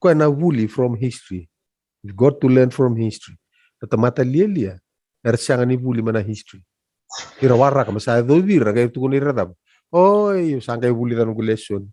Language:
Fijian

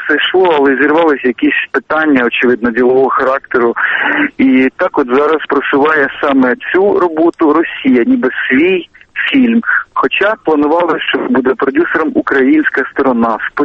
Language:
Ukrainian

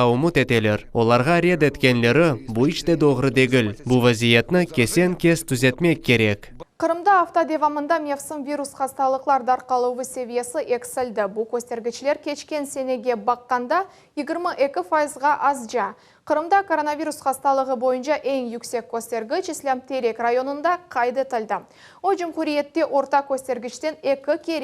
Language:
Crimean Tatar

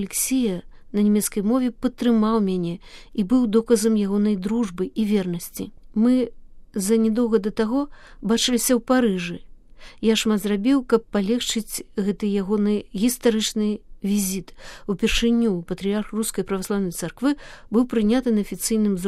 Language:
Belarusian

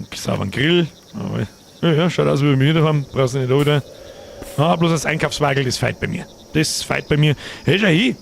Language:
Bavarian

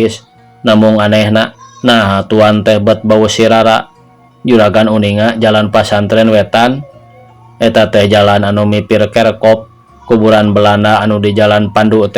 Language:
Sundanese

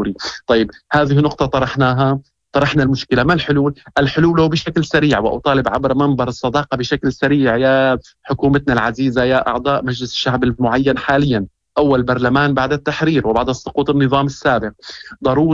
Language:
Moroccan Arabic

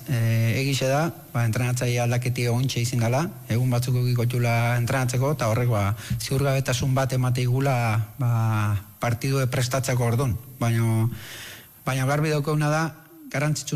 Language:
Basque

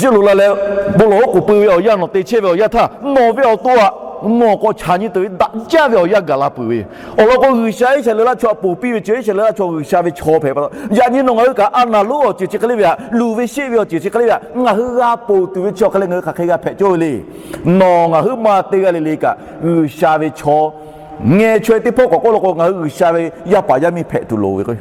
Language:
Lahu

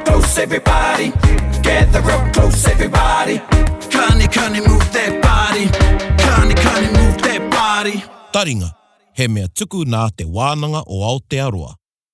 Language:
Māori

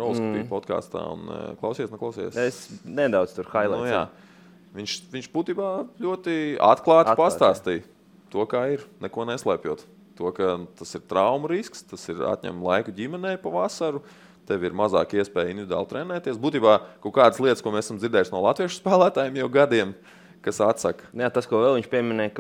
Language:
Latvian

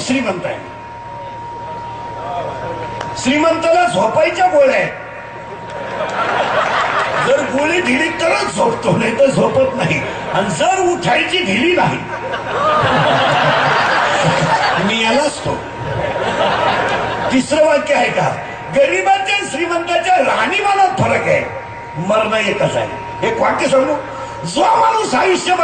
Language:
Marathi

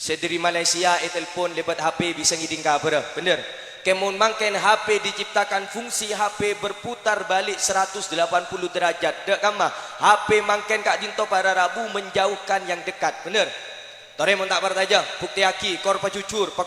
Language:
Madurese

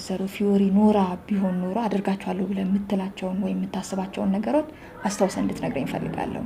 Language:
Amharic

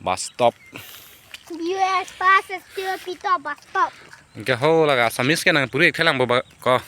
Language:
Karbi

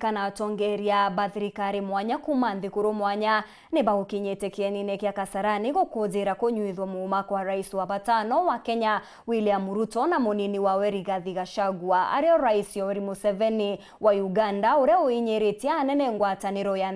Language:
Meru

